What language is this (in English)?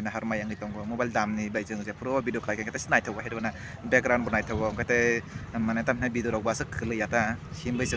Kok Borok